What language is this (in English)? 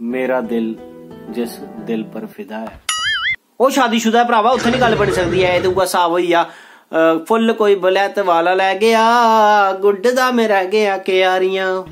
Dogri